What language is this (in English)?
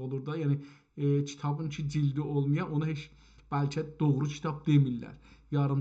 South Azerbaijani